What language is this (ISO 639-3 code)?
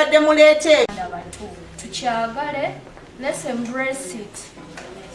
lug